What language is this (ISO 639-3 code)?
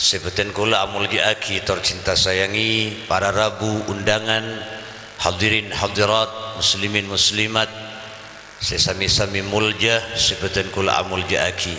mad